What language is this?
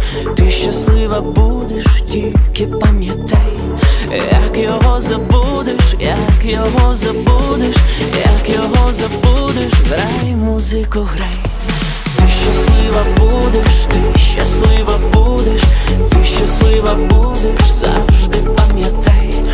Ukrainian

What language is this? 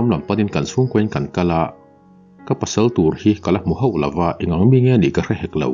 Mizo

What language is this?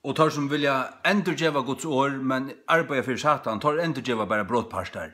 Faroese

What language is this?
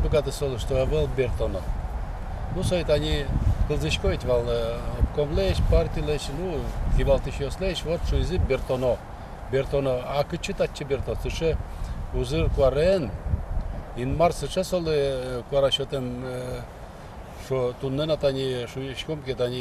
Udmurt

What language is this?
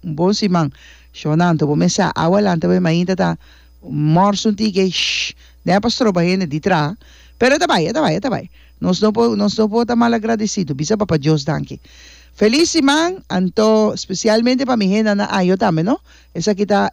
Papiamento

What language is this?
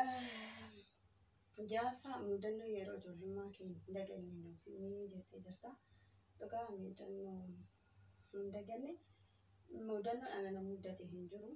Oromo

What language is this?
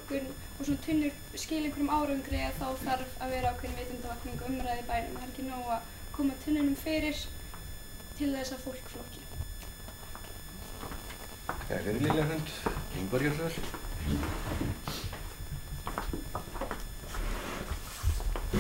Icelandic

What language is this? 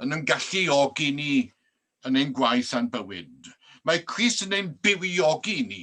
Welsh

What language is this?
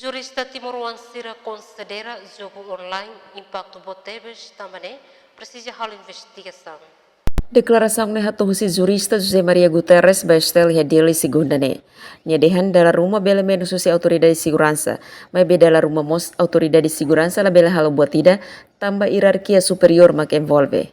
Tetum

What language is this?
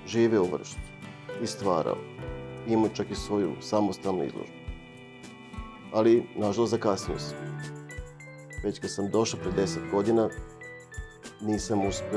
Serbian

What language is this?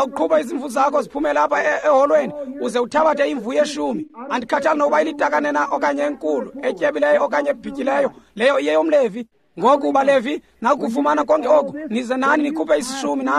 Xhosa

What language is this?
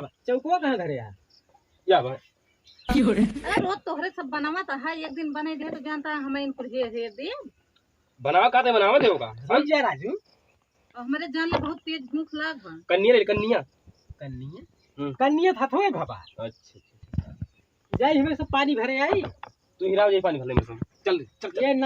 Awadhi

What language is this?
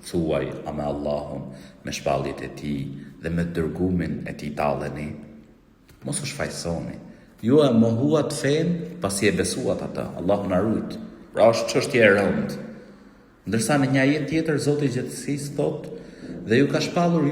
Albanian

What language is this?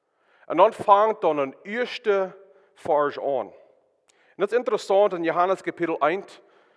Plautdietsch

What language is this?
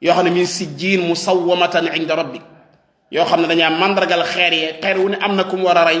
Wolof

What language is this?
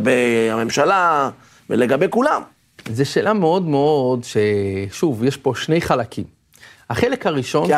Hebrew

